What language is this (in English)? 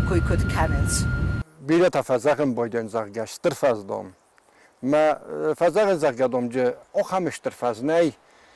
Ossetic